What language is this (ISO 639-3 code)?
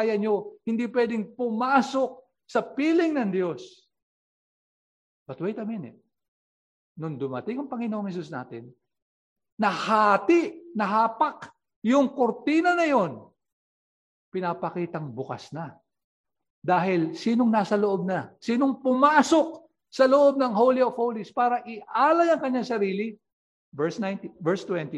fil